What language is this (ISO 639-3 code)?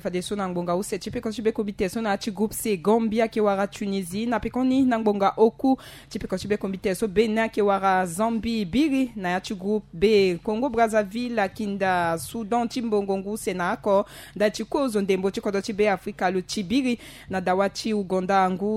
sag